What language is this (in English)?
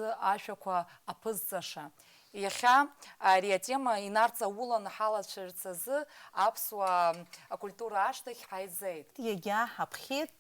Abkhazian